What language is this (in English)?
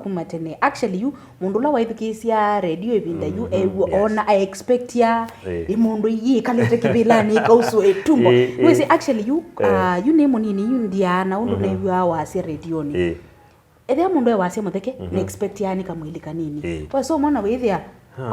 Kamba